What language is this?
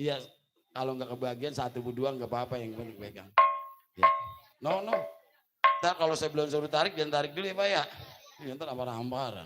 Betawi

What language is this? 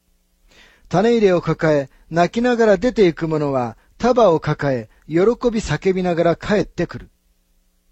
Japanese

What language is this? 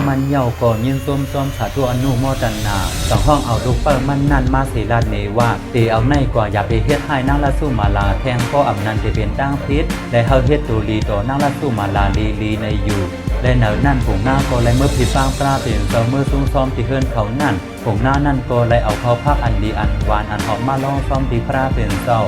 Shan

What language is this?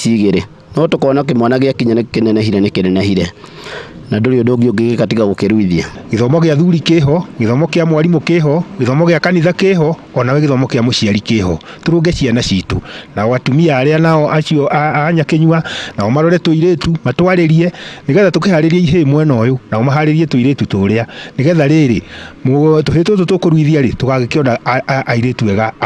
Kikuyu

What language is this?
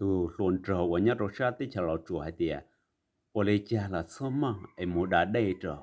Hmong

